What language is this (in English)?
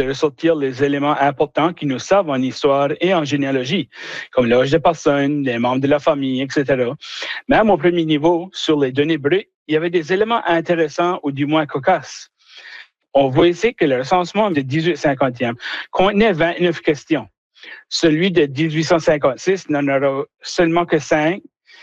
French